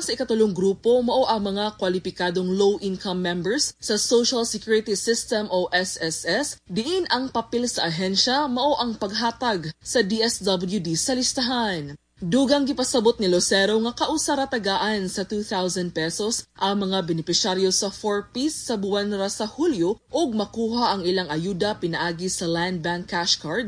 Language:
Cebuano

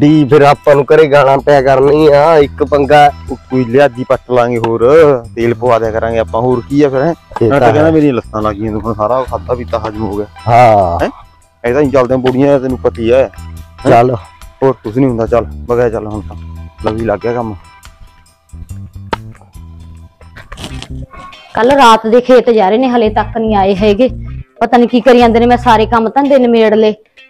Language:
Punjabi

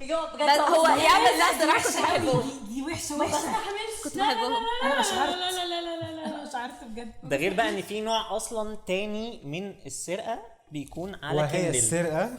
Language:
Egyptian Arabic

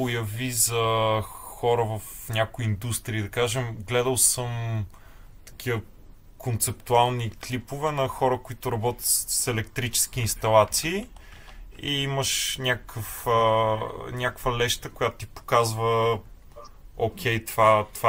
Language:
Bulgarian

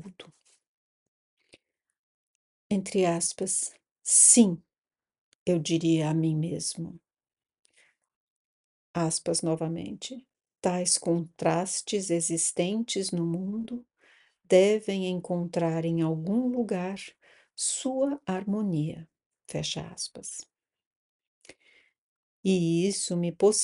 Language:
Portuguese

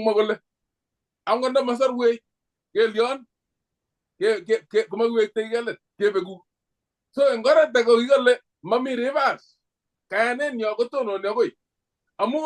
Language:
Kalenjin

